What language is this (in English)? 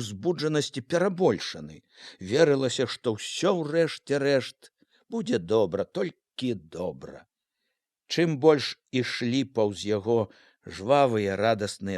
Belarusian